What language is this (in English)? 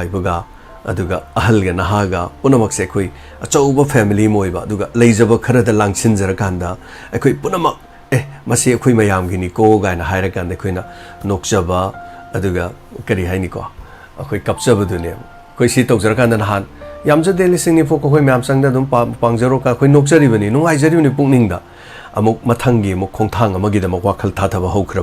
Manipuri